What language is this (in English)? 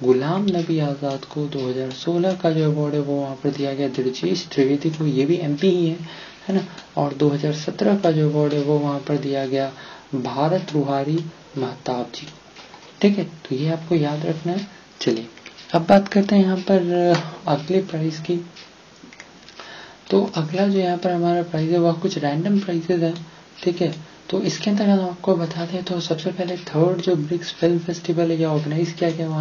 Hindi